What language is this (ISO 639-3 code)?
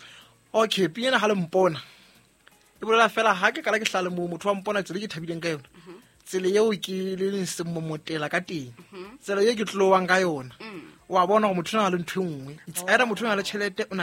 sot